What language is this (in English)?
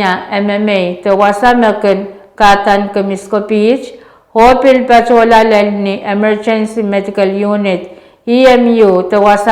Pohnpeian